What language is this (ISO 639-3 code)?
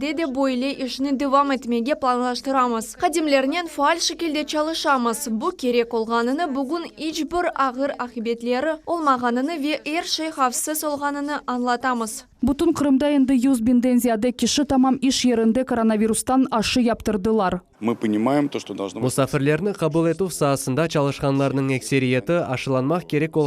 crh